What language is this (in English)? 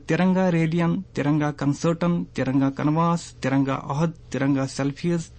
Kashmiri